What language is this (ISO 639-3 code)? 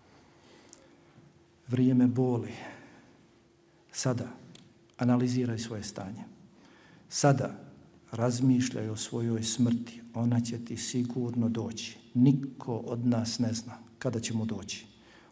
bos